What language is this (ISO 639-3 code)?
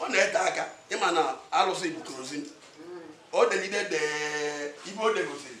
ibo